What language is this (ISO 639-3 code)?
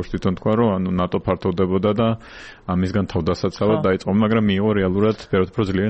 kat